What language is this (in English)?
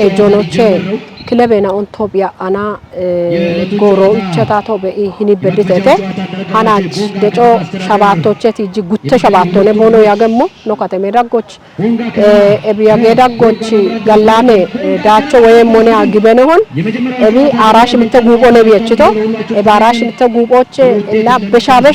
Kafa